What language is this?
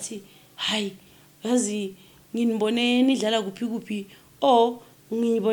Zulu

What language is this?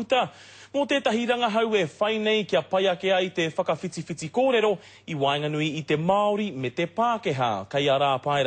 Māori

